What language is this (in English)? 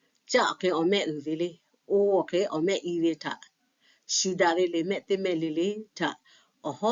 Lahu